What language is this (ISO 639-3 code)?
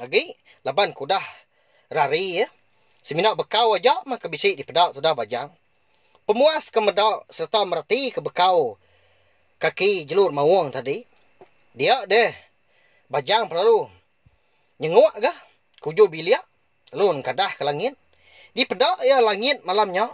iba